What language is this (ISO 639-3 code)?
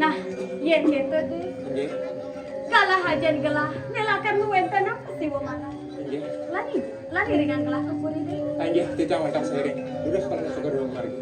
ban